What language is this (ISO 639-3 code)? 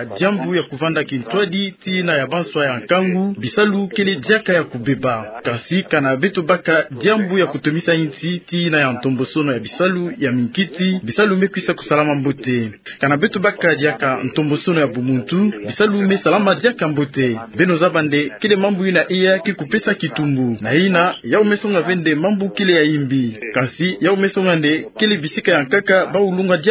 ktu